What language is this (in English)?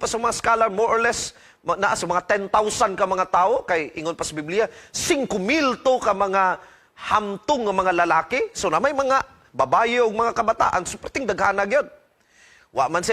Cebuano